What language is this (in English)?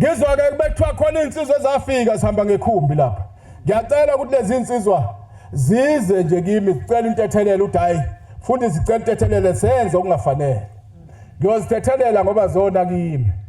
Zulu